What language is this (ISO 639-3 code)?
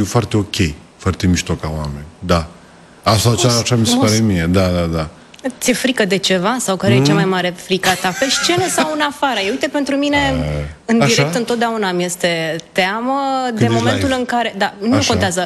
ron